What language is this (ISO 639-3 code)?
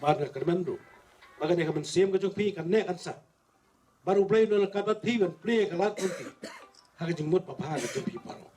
kha